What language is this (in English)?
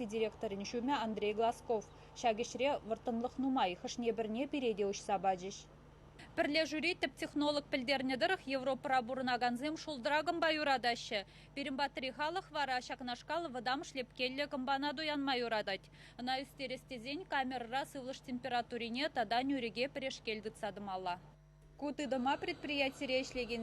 Chuvash